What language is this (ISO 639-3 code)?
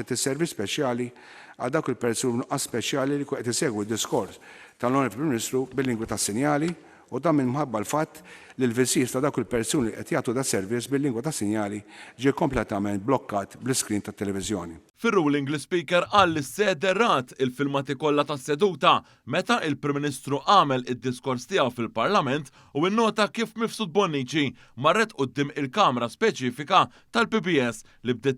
mlt